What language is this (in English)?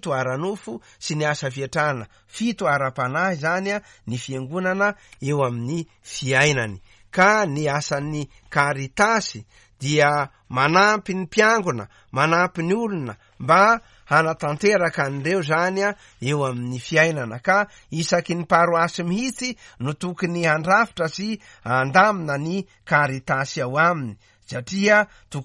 Malagasy